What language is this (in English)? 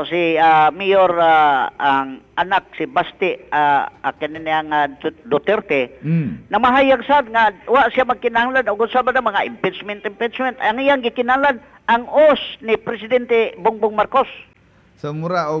Cebuano